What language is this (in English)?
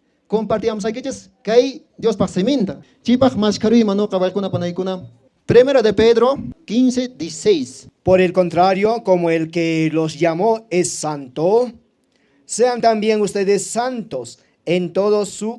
Quechua